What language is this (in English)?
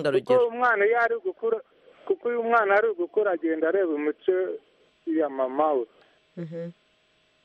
Kinyarwanda